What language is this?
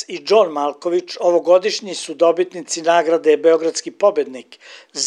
Serbian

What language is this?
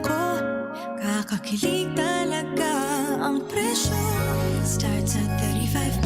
Bikol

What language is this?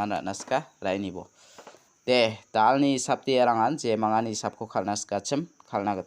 Garo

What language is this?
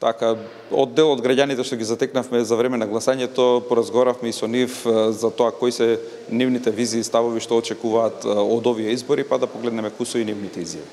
Macedonian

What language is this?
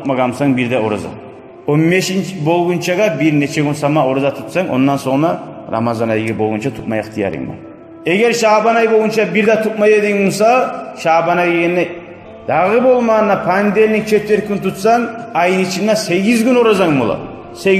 Kumyk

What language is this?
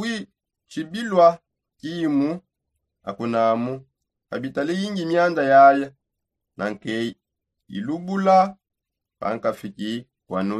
Songe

